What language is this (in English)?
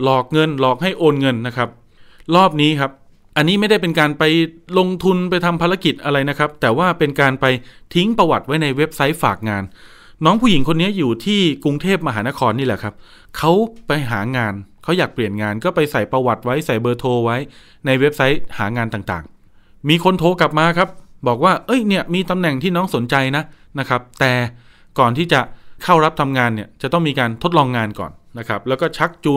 Thai